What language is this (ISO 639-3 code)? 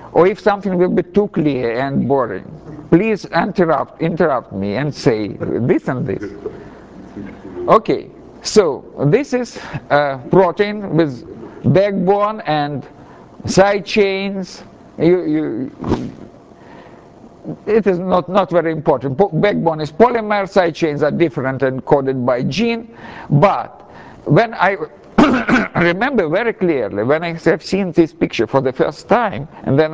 eng